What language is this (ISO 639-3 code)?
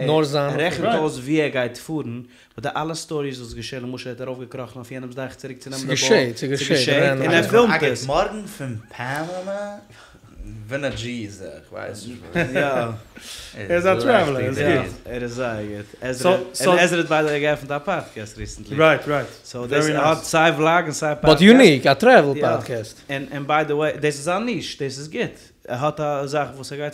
yid